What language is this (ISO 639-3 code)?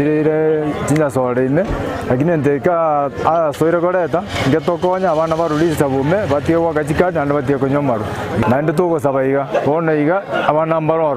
guz